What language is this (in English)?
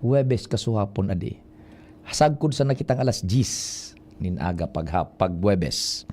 Bikol